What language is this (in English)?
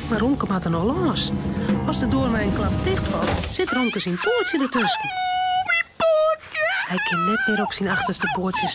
Western Frisian